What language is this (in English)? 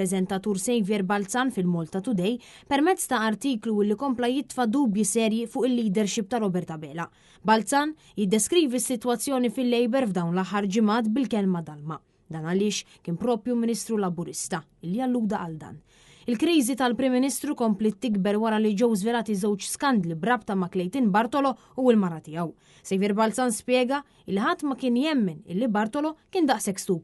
Maltese